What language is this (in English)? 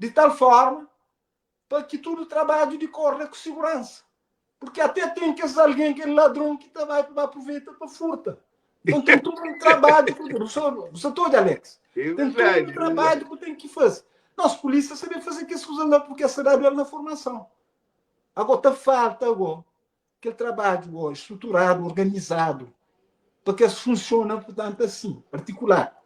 Kabuverdianu